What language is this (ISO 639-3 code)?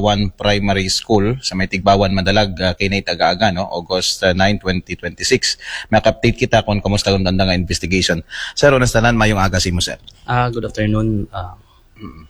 akl